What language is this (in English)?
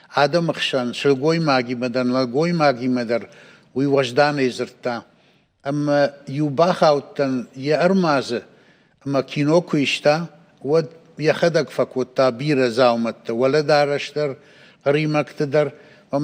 Ossetic